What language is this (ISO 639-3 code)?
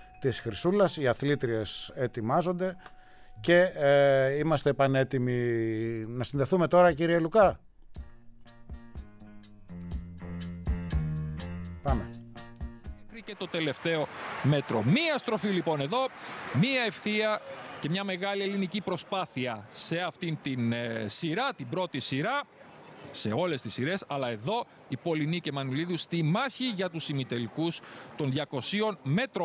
ell